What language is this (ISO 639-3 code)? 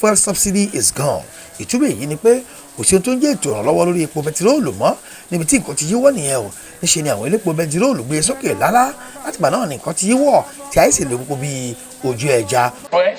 yor